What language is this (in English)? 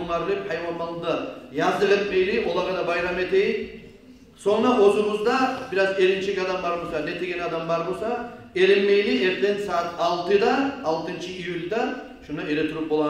Kumyk